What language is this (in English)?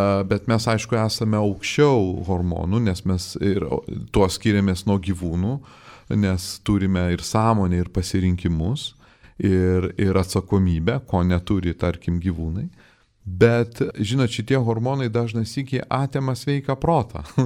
Lithuanian